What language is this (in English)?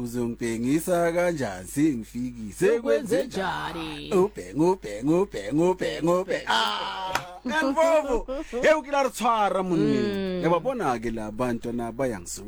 Southern Sotho